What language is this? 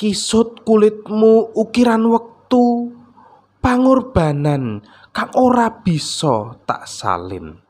Javanese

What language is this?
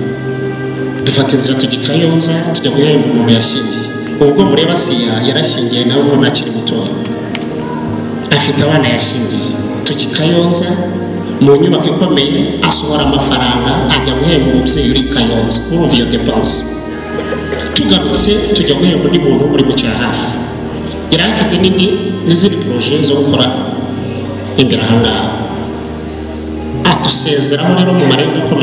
Kinyarwanda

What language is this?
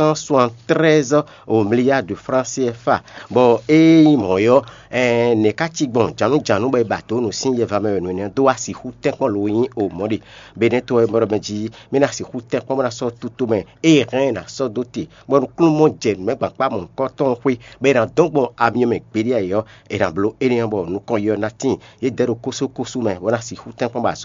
Fon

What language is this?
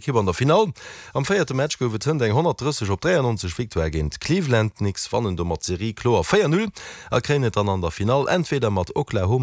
Luxembourgish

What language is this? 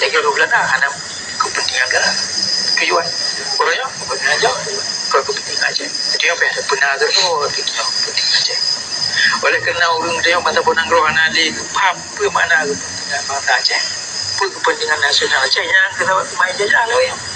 Achinese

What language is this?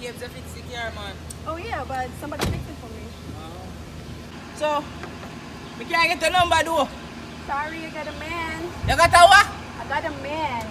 Jamaican Creole English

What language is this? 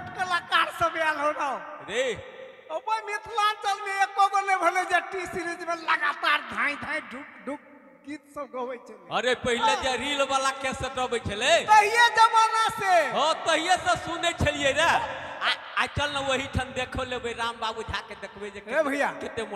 Maithili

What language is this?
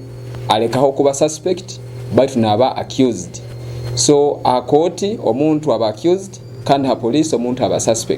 Nyoro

